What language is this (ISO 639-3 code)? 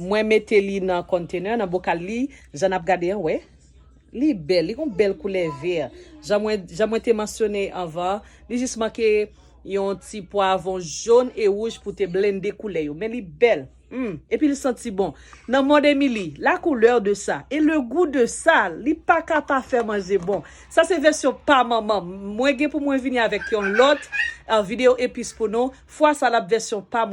hat